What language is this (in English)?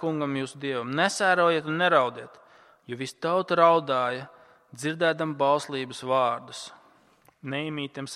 Latvian